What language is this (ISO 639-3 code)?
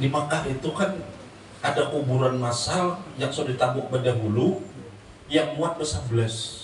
bjn